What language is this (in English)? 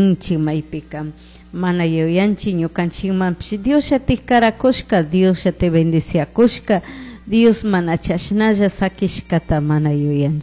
Chimborazo Highland Quichua